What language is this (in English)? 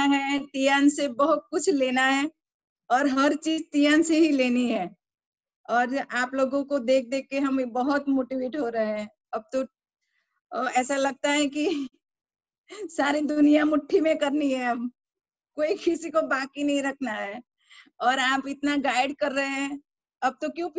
Hindi